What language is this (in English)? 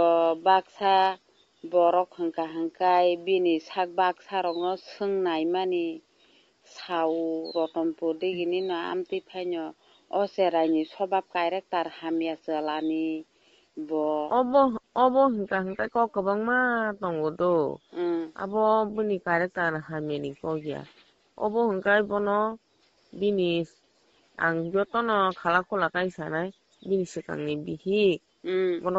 Kok Borok